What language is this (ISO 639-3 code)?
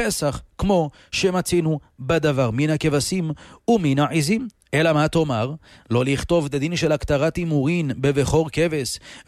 heb